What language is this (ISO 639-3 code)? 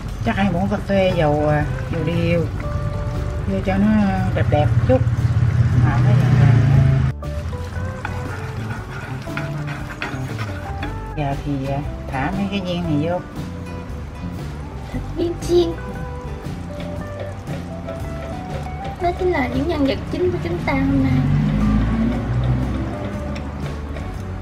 vie